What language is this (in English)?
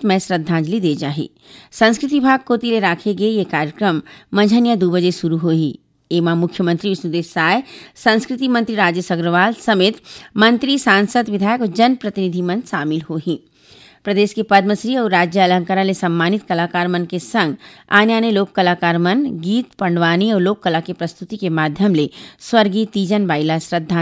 Chhattisgarhi